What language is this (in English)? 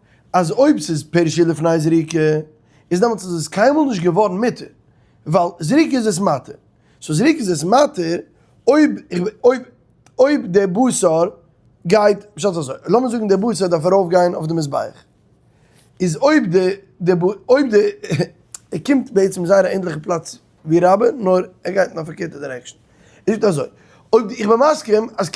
Yiddish